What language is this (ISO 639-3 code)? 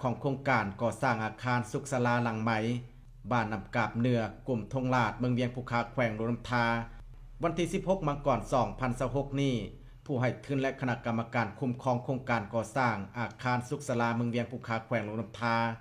lao